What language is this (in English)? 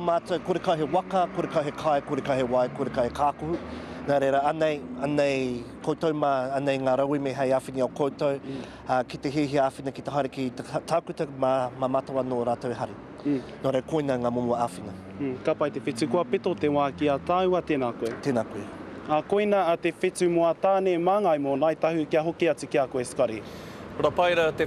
Māori